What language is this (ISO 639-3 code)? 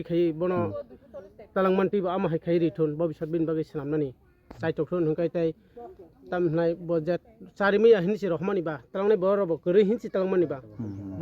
trp